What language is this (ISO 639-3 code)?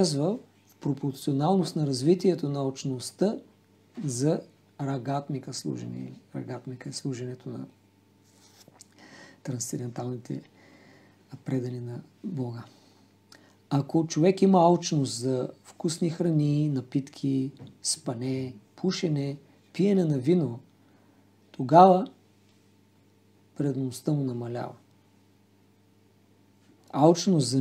bul